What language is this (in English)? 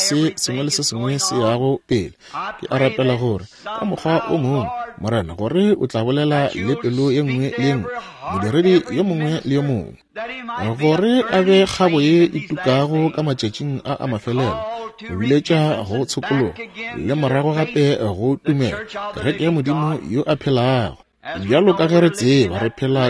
Northern Sotho